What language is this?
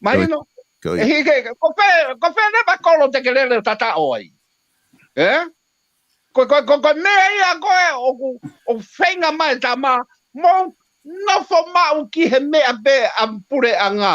Tongan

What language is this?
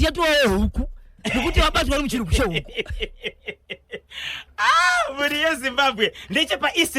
Shona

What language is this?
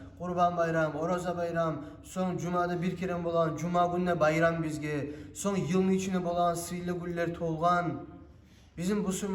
Kumyk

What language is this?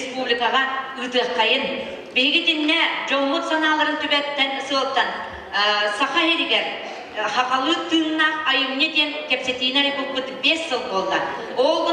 Yakut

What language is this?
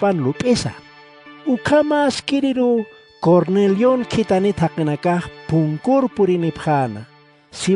Aymara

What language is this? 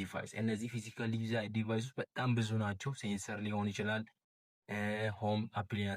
Amharic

